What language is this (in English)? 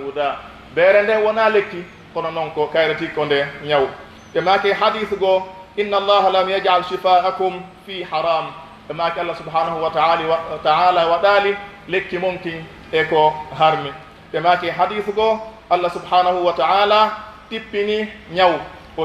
Pular